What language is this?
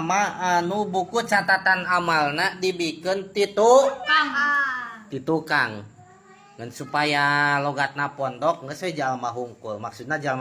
Sundanese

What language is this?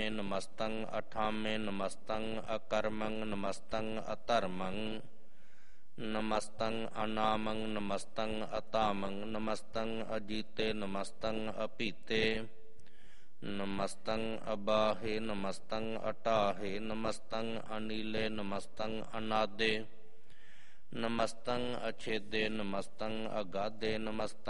Punjabi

